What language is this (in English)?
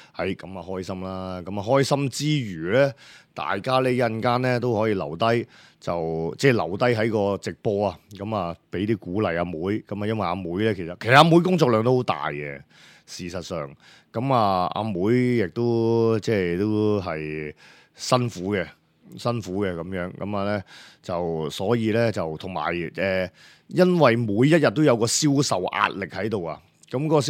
Cantonese